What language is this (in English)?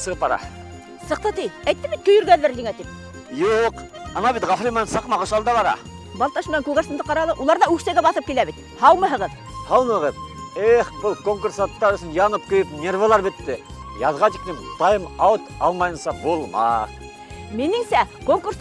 Bashkir